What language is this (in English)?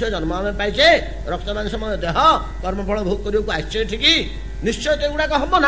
Odia